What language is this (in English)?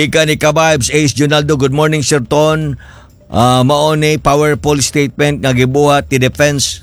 Cebuano